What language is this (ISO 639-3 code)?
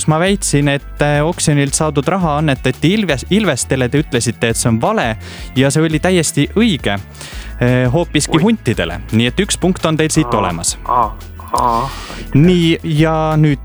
est